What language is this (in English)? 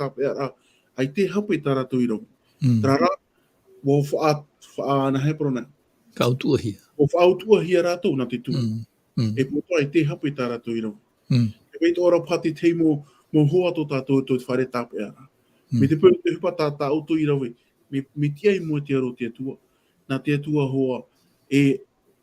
Tahitian